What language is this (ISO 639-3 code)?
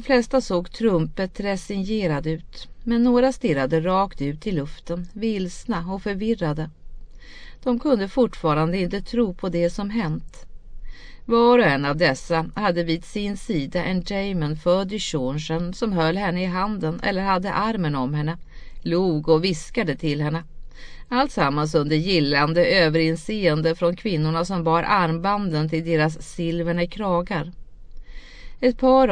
swe